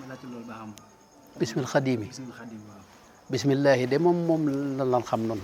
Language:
Wolof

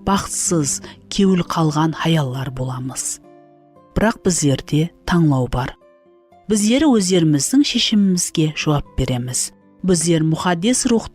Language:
Kara-Kalpak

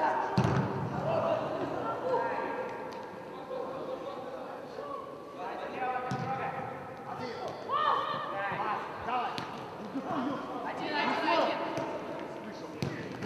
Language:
Russian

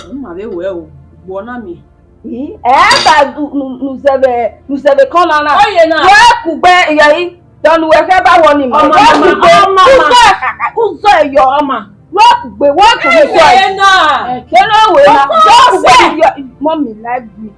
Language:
Bini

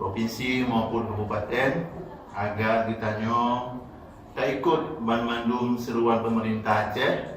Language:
Achinese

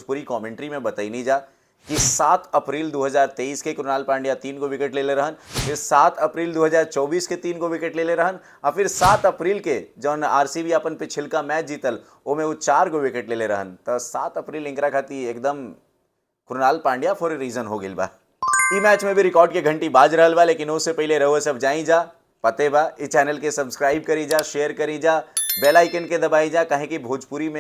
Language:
Bhojpuri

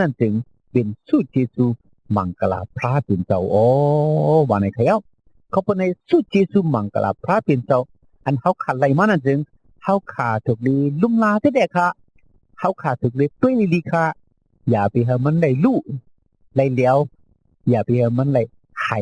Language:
Shan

